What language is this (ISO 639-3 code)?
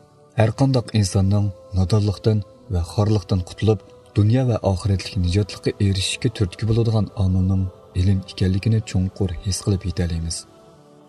uig